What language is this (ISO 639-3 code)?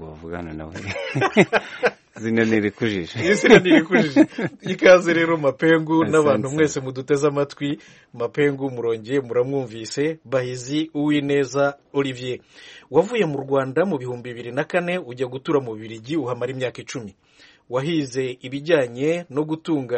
kin